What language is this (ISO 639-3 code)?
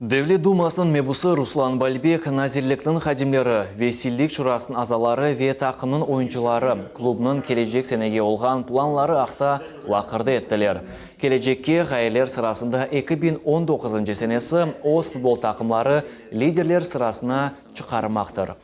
crh